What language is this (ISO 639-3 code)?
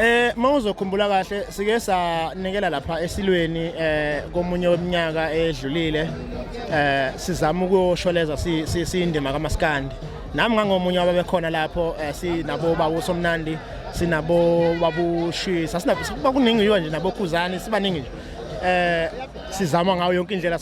zul